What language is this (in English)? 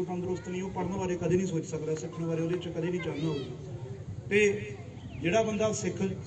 Punjabi